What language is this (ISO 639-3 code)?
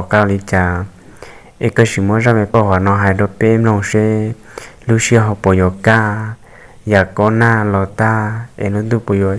hmn